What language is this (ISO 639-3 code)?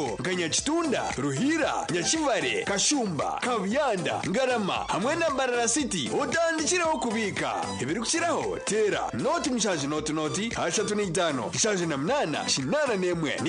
nyn